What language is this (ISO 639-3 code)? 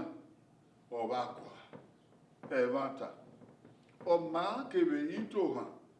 bin